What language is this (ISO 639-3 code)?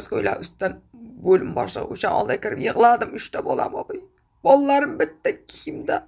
uzb